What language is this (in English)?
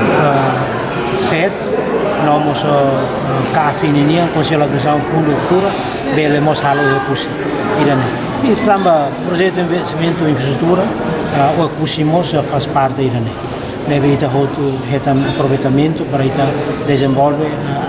Tetum